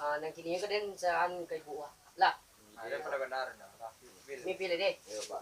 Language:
Minangkabau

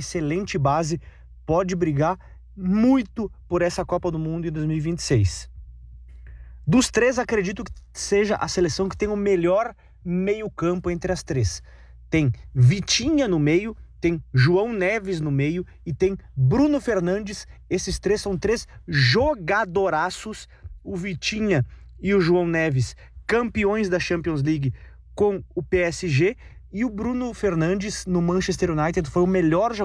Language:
Portuguese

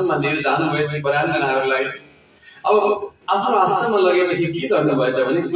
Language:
Nepali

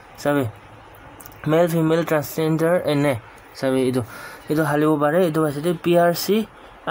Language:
Naga Pidgin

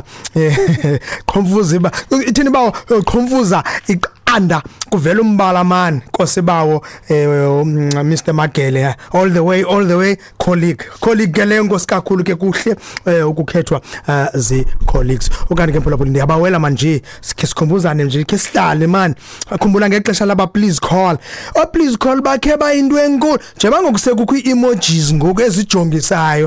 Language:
Xhosa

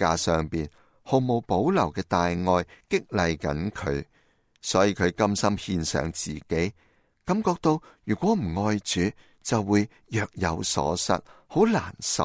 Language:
Cantonese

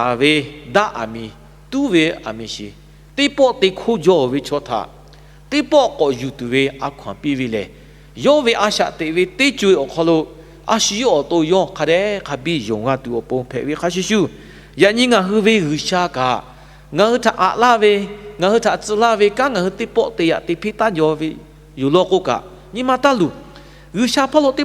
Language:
Lahu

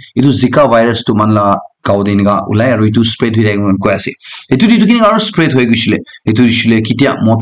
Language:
Naga Pidgin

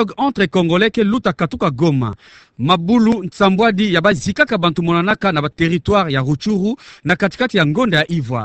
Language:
Kituba (Democratic Republic of Congo)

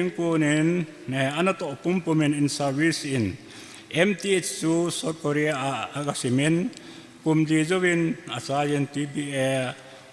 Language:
Thado Chin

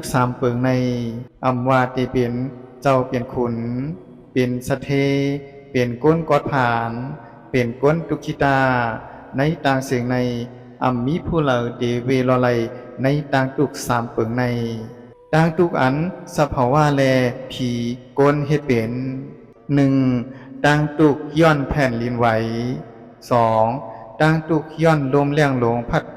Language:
Shan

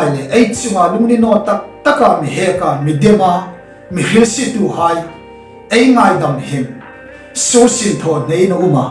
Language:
Hmar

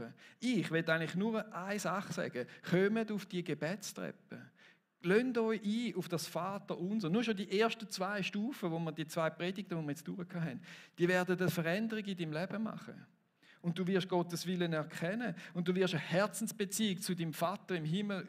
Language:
Swiss German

